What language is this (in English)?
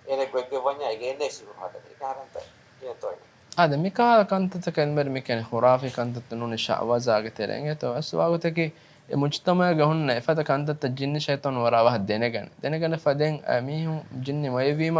Divehi